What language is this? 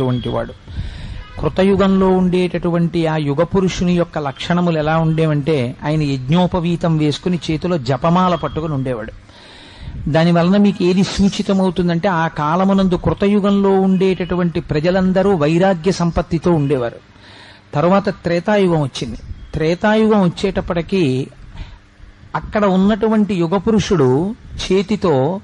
Telugu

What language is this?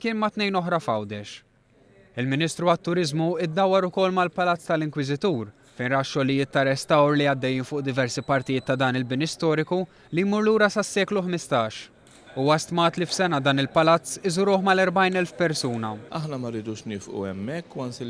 Maltese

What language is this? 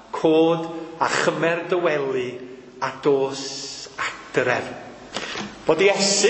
Welsh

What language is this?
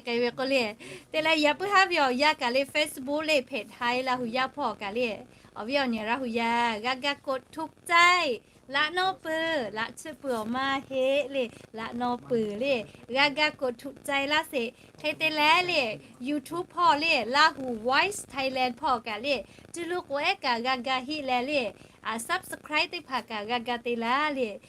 Lahu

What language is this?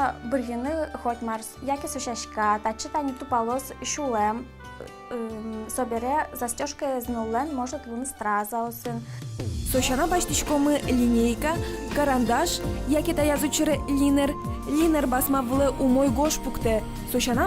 Udmurt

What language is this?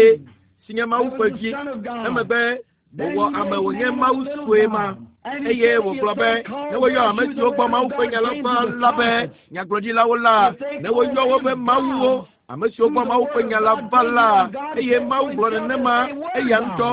Ewe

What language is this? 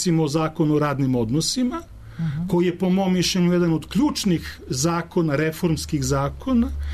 Serbian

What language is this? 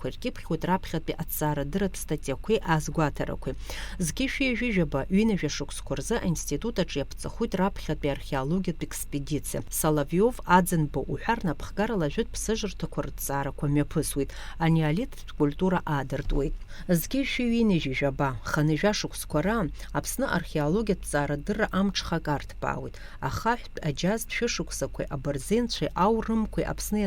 Abkhazian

